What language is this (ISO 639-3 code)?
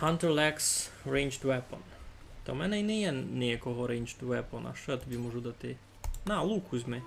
rue